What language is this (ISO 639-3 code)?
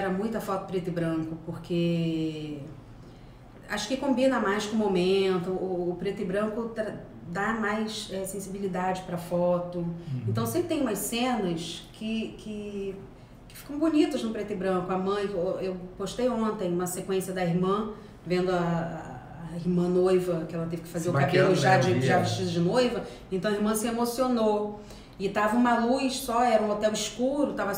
por